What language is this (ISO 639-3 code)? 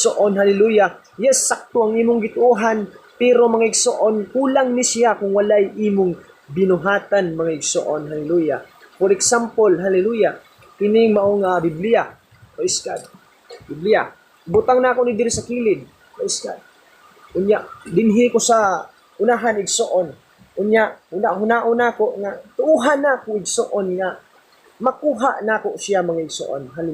ceb